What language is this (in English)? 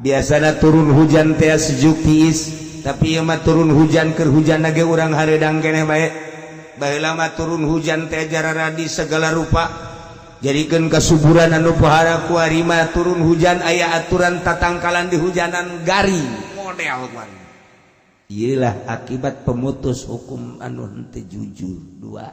Sundanese